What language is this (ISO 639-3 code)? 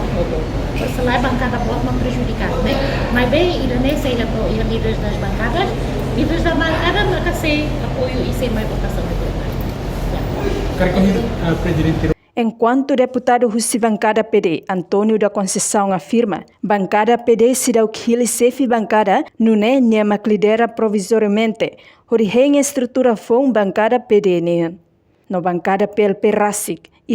tet